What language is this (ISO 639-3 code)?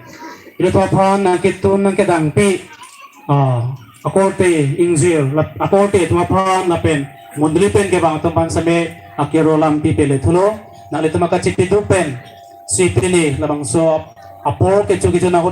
mjw